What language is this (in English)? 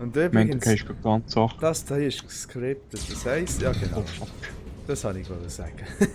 Swiss German